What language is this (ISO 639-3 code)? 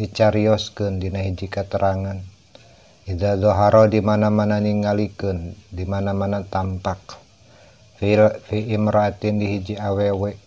sun